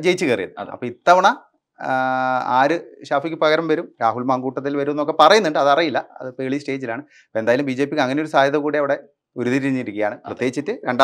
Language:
Malayalam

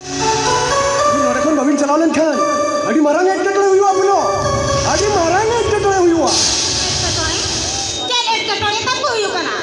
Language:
Santali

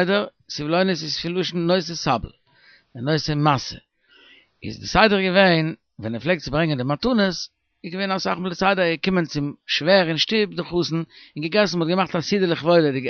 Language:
Yiddish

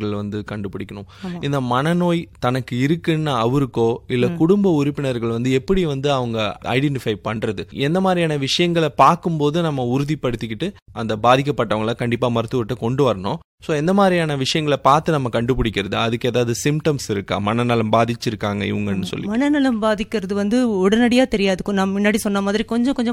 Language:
Tamil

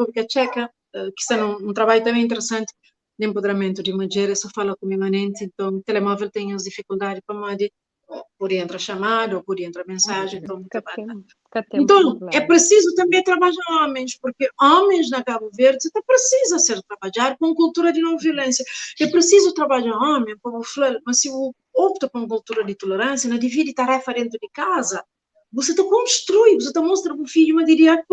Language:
Kabuverdianu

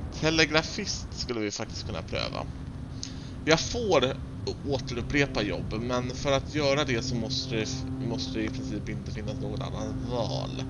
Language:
Swedish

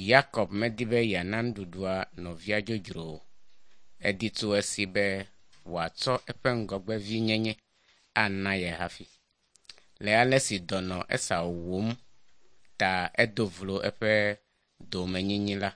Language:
Ewe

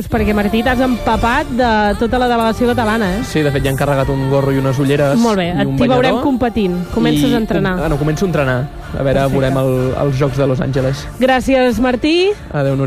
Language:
Catalan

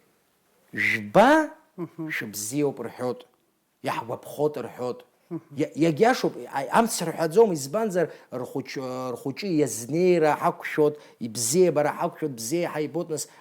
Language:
Abkhazian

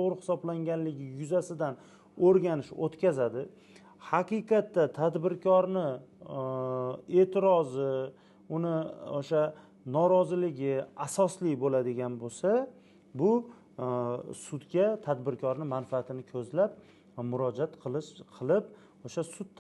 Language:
Uzbek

